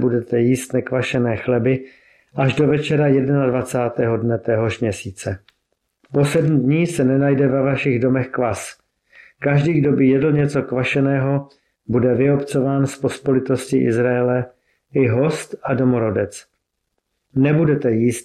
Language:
Czech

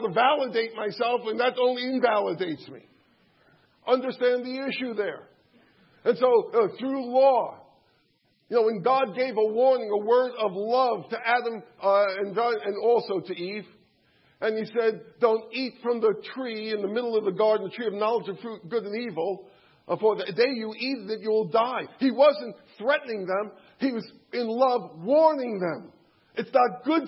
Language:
English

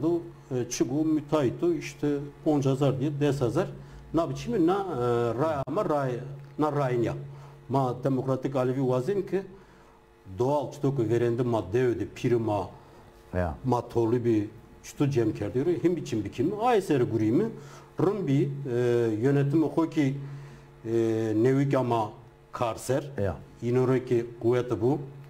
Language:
Zaza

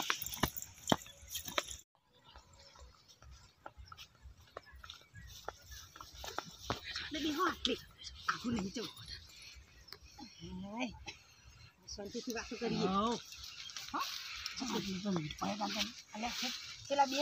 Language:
Gujarati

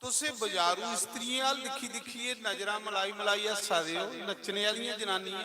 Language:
Dogri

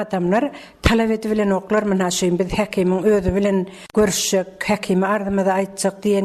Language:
Turkmen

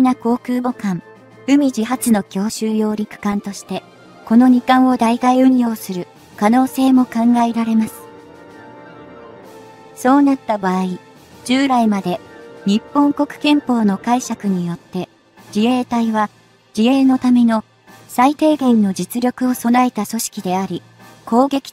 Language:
Japanese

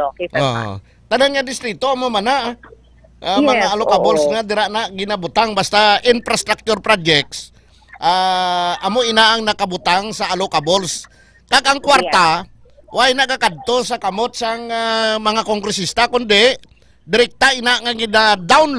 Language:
Hiligaynon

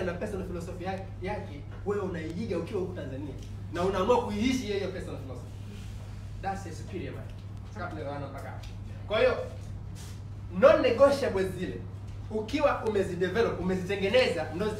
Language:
Swahili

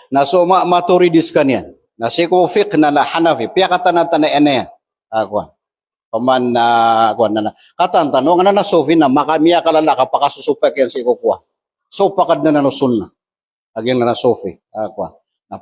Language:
Maranao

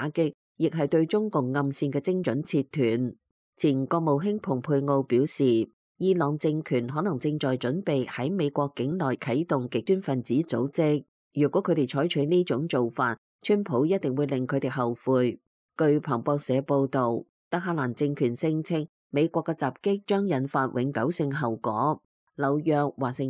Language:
Cantonese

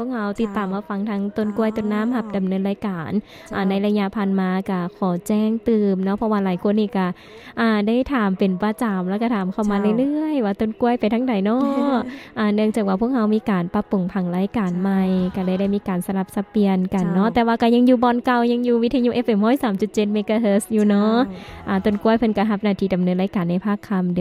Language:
Lao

